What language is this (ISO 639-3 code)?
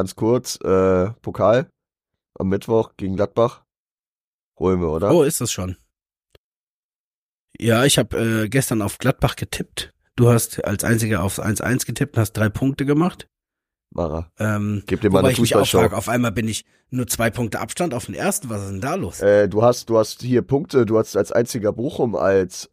deu